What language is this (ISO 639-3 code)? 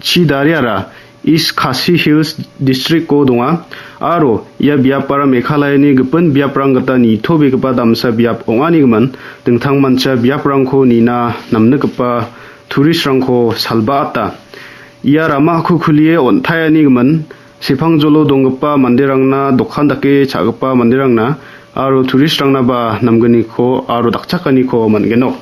grt